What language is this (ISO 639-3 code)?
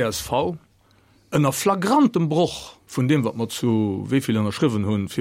ltz